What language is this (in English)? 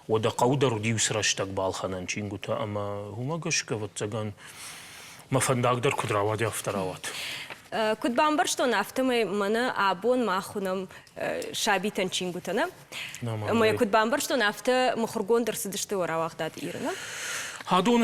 Ossetic